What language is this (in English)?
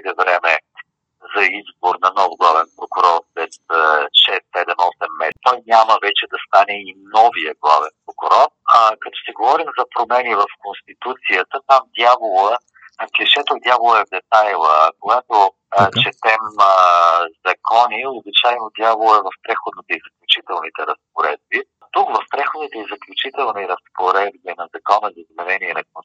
Bulgarian